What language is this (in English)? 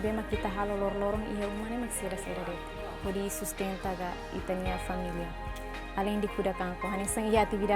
Tetum